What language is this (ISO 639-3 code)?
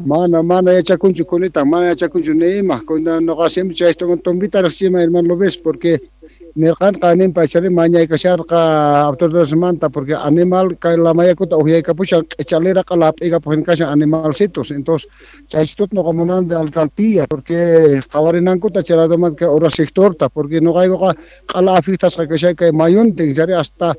quh